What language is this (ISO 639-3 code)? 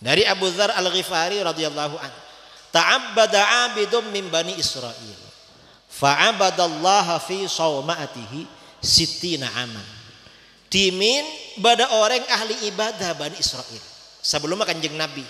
mad